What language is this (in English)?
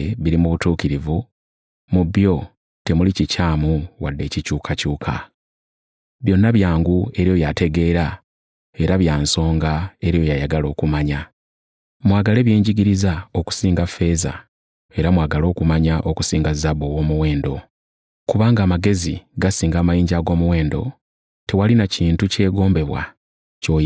Ganda